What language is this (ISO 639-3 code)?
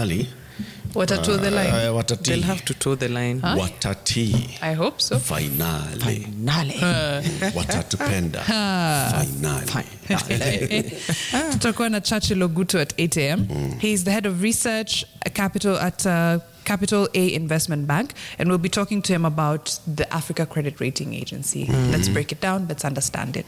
swa